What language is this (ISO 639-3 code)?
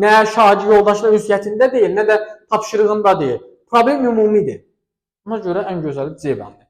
aze